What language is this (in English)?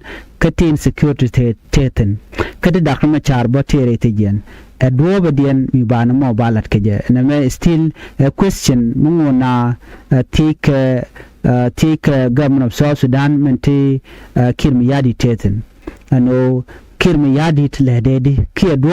Nuer